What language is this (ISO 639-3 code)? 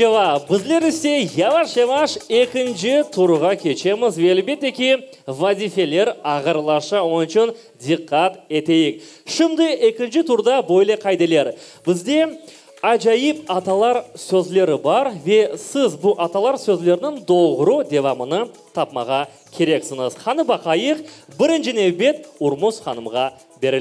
crh